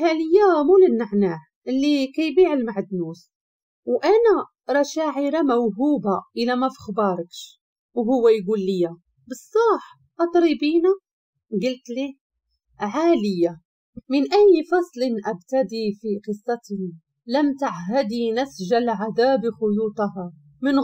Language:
Moroccan Arabic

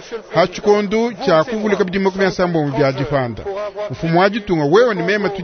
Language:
Luba-Lulua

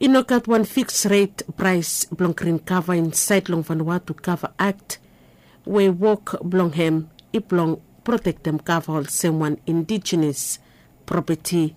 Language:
Bislama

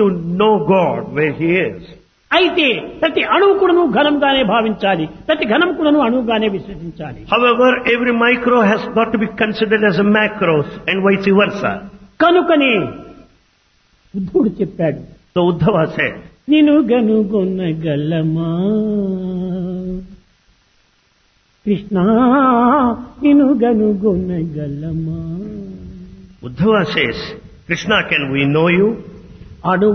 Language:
Telugu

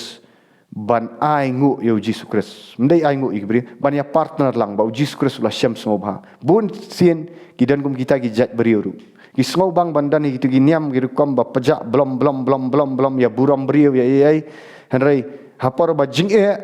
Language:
Khasi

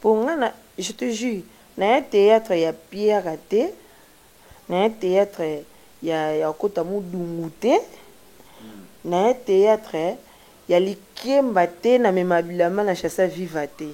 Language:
Lingala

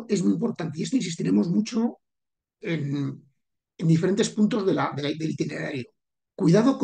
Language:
Spanish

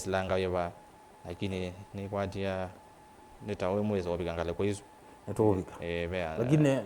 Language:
Kamba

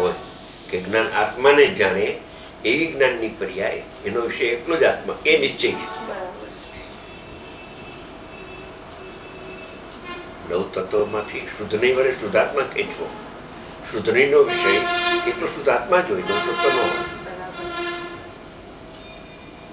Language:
Gujarati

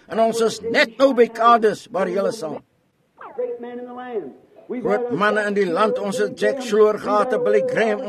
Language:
Afrikaans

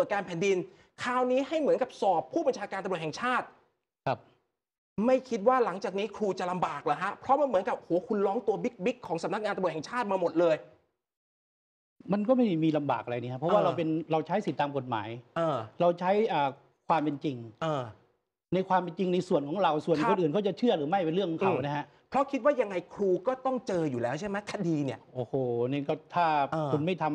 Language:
Thai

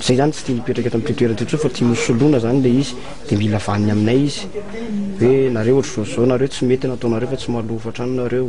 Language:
Malagasy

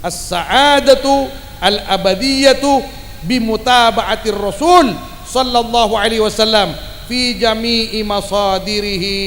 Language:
Madurese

